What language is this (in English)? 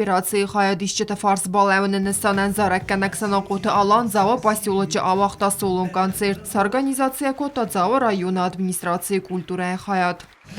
Ossetic